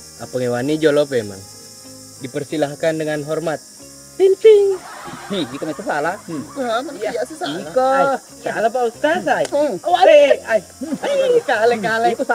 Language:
Buginese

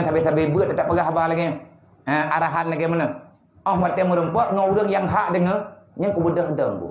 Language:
Achinese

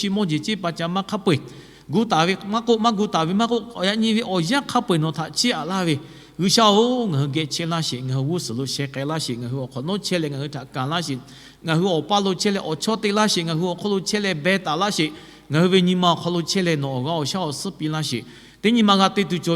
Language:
Lahu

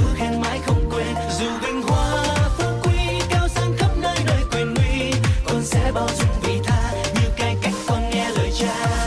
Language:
Vietnamese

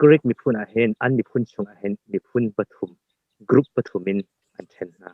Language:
Hakha Chin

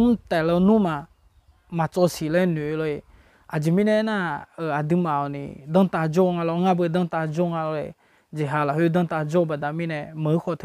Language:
Akha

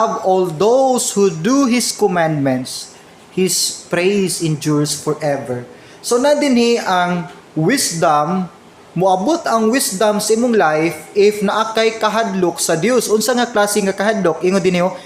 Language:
Cebuano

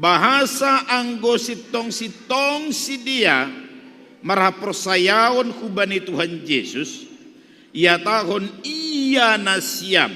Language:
Batak Simalungun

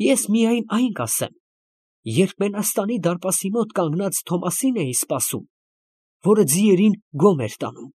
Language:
Armenian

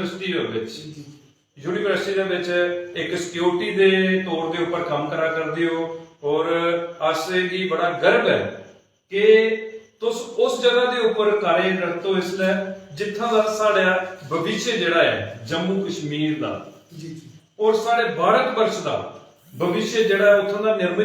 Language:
Dogri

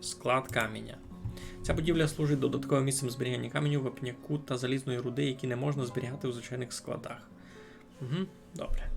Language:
Rusyn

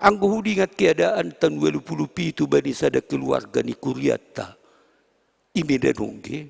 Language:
Batak Simalungun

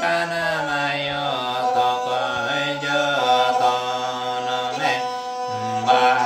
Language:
Santali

